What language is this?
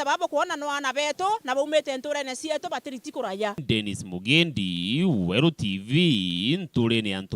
Meru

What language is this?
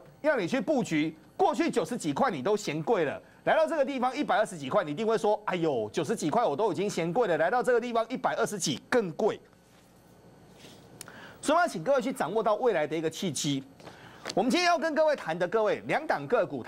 Chinese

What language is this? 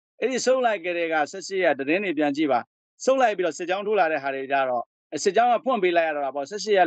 Burmese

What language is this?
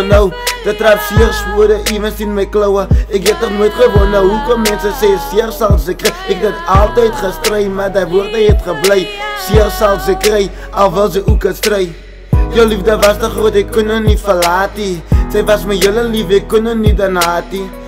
Afrikaans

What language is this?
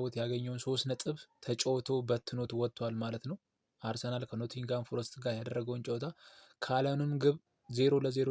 Amharic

